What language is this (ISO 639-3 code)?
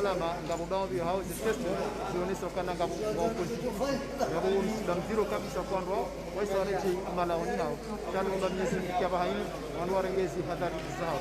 zdj